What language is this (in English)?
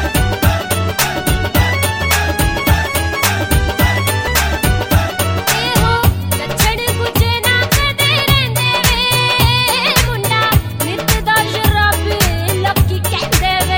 Punjabi